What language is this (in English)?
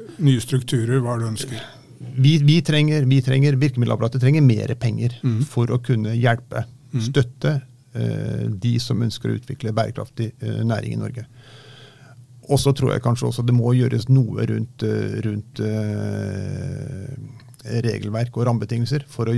Norwegian